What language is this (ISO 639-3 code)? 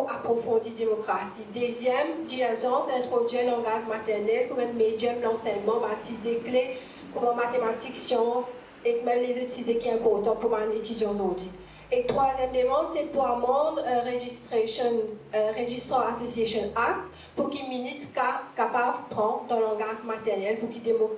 mfe